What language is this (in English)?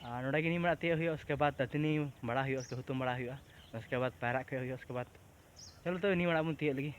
Santali